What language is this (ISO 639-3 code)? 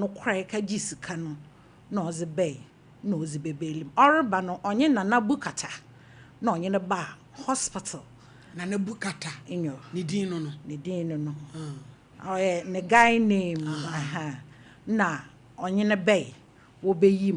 aka